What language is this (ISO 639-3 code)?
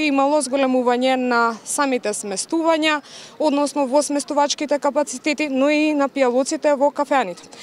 mkd